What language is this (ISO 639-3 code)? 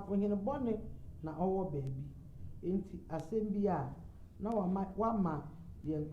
aka